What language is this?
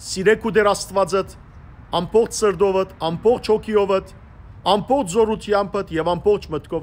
Western Armenian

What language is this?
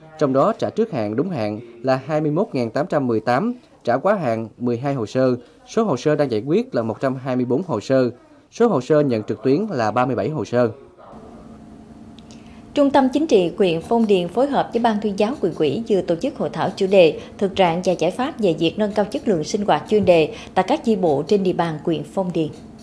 Vietnamese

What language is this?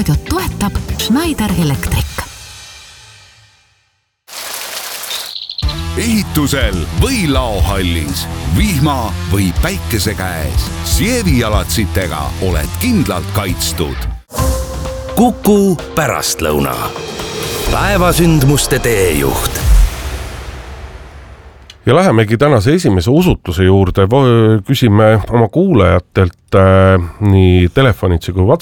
Estonian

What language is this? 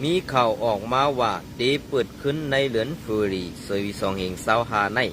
Shan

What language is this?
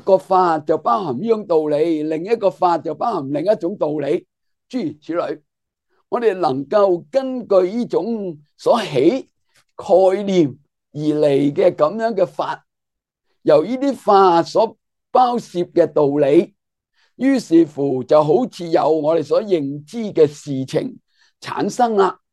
Cantonese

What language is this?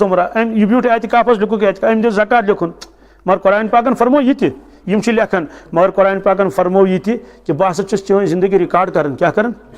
Kashmiri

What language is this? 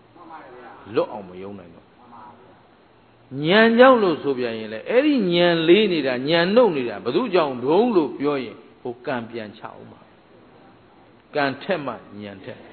Burmese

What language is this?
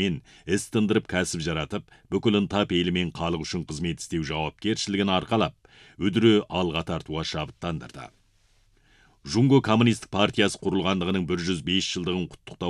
Kazakh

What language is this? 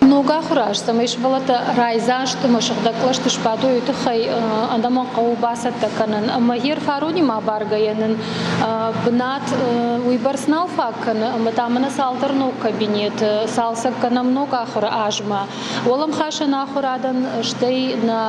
Ossetic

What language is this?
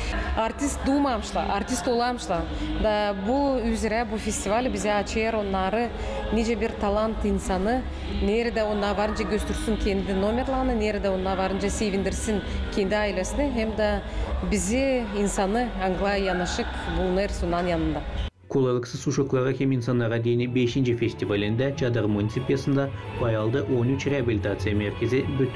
Gagauz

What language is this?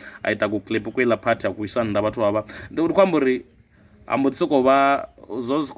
Venda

